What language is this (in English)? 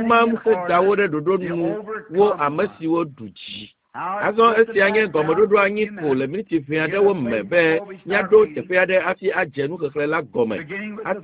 Ewe